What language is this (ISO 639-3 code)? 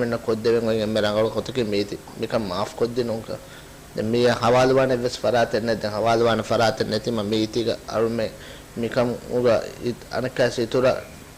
div